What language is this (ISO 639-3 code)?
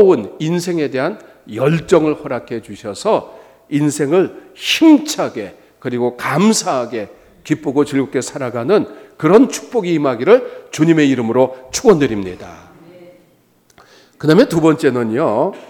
kor